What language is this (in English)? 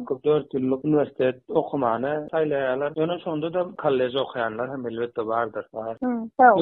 Turkmen